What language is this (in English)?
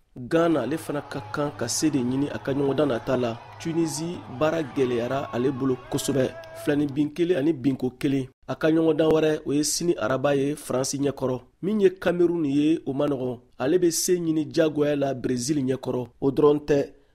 Bambara